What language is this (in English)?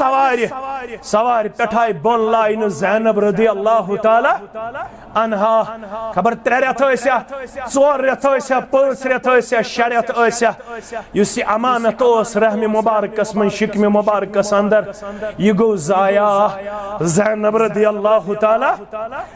Kashmiri